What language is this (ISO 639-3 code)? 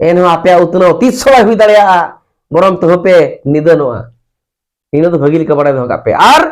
sat